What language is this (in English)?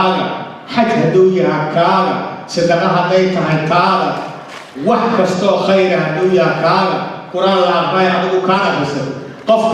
Somali